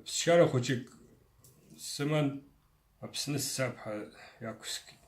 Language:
Abkhazian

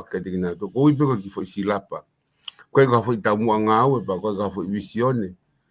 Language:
Tongan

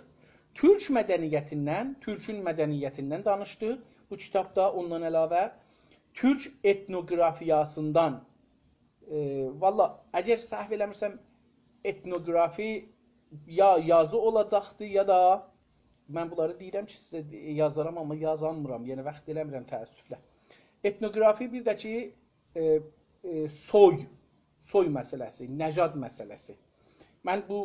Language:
South Azerbaijani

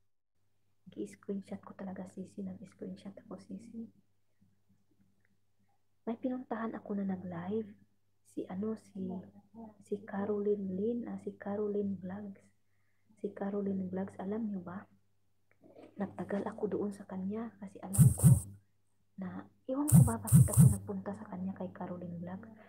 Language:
Filipino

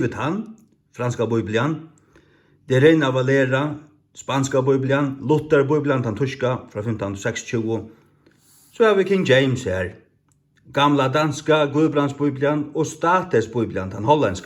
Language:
Faroese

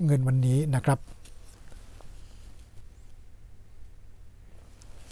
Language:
Thai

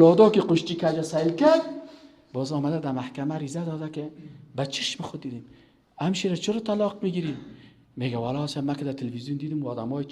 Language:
Persian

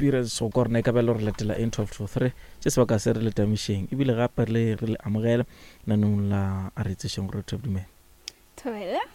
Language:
Northern Sotho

